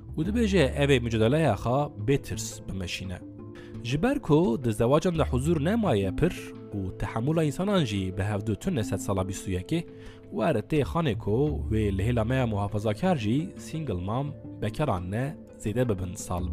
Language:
Kurdish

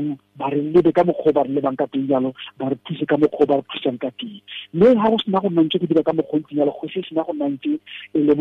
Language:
Tswana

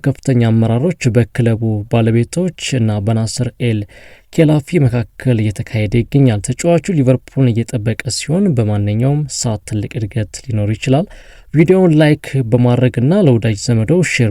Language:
Amharic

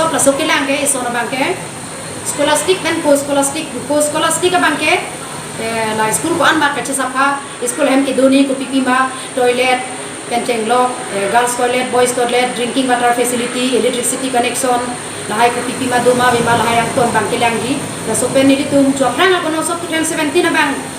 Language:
Karbi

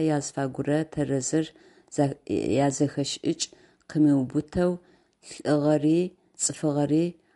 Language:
Adyghe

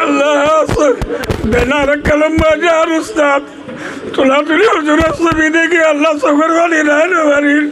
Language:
Rohingya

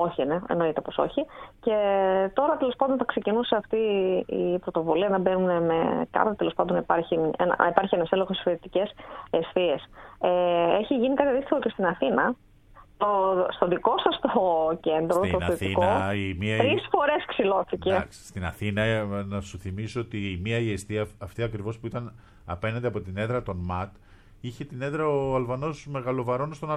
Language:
Greek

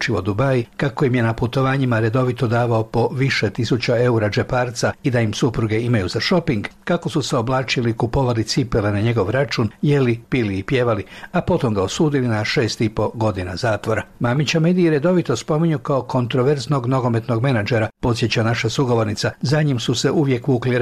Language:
Croatian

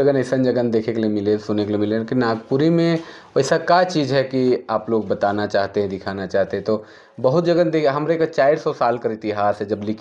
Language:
Sadri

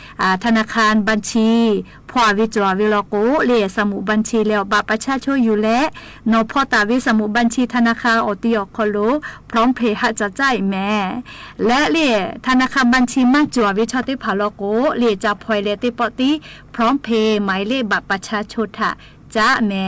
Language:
Lahu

